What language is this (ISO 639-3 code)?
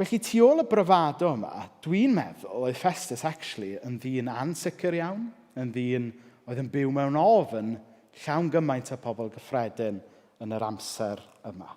cym